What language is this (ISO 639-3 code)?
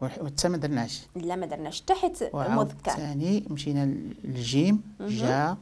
ary